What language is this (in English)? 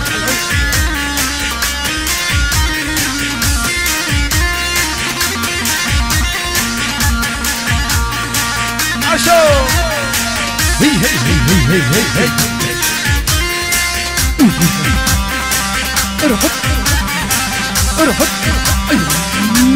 South Levantine Arabic